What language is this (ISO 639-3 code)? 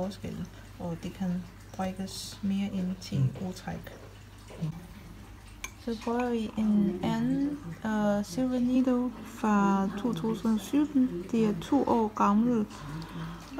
dan